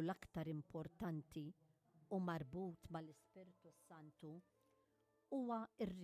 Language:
Maltese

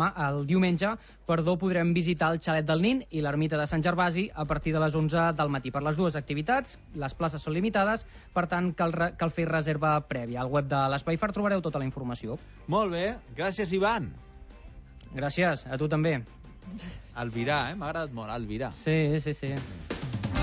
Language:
Catalan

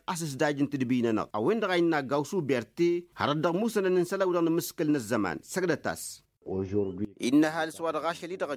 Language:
Tamasheq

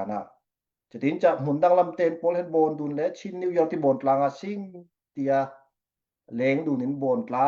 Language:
Falam Chin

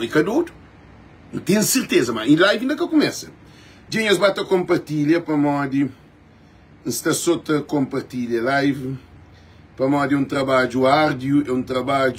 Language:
Kabuverdianu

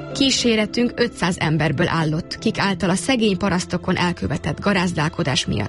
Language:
Hungarian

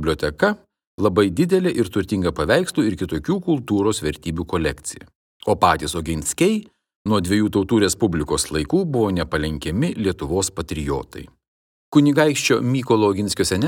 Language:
Lithuanian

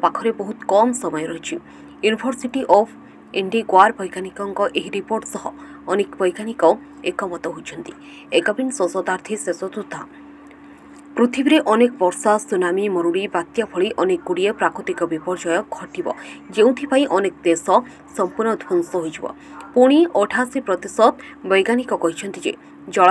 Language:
Odia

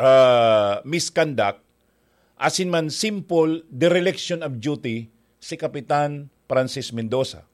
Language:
Bikol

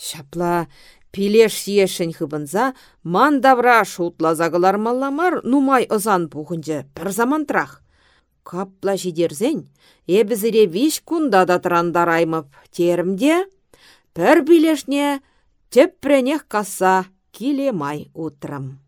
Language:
Chuvash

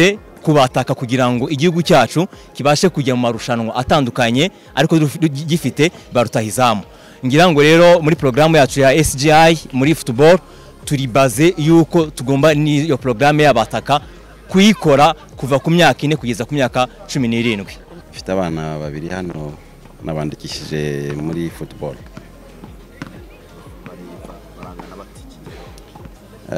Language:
Kinyarwanda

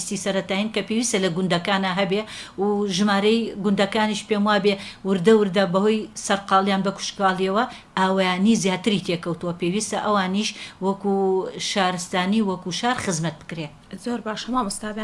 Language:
Central Kurdish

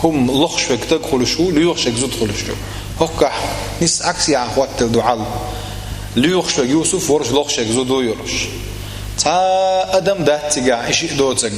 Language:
Chechen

